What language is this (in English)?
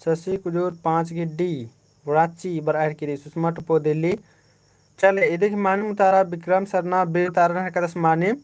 Kurukh